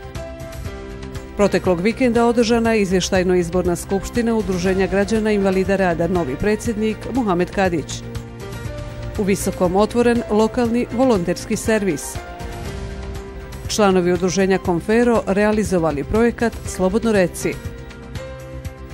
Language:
Bosnian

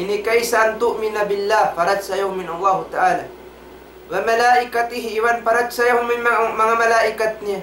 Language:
Tausug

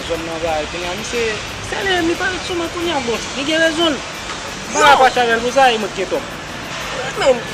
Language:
Haitian Creole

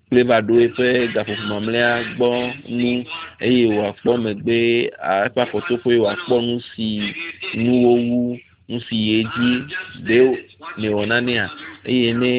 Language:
Ewe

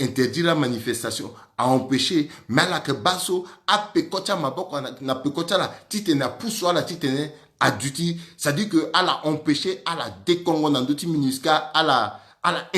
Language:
Sango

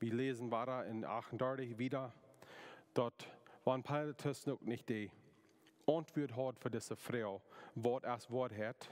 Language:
Plautdietsch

